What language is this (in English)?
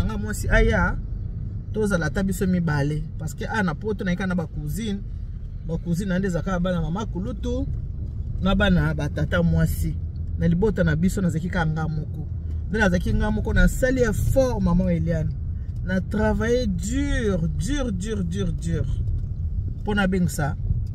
Lingala